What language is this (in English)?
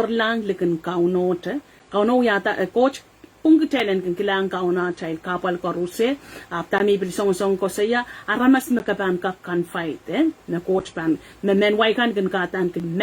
Pohnpeian